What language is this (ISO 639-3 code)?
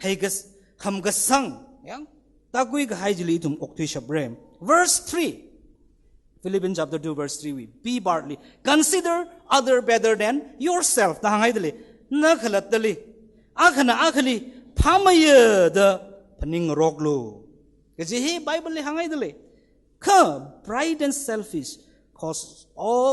nmf